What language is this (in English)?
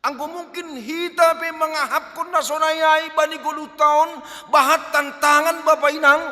Batak Simalungun